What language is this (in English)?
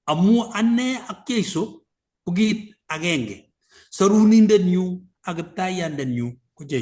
Kalenjin